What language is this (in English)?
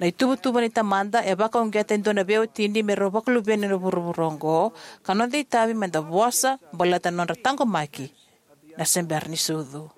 Fijian